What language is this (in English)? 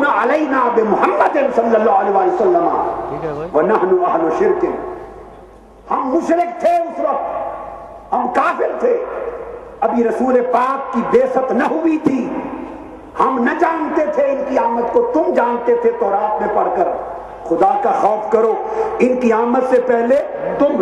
Urdu